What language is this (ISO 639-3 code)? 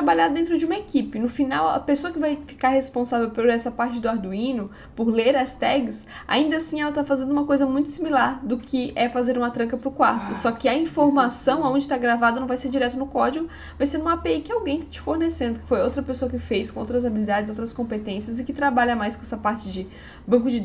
por